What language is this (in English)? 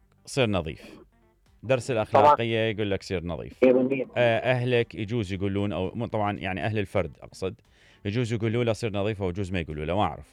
Mesopotamian Arabic